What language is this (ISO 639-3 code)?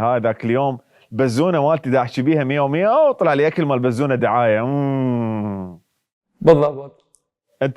acm